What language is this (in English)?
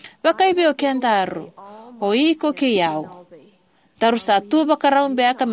Fijian